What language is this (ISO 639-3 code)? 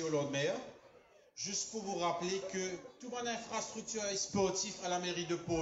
mfe